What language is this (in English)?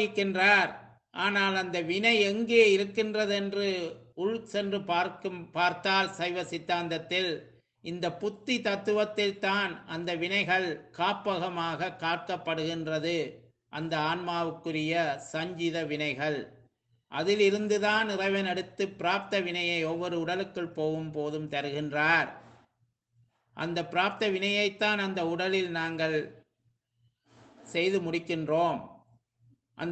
Tamil